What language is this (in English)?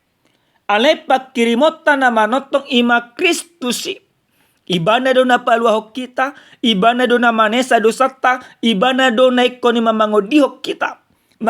Batak Toba